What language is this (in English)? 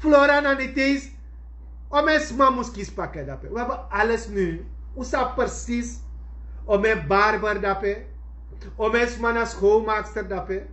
Sranan Tongo